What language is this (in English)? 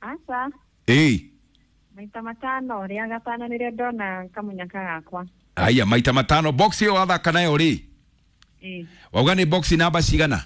Kikuyu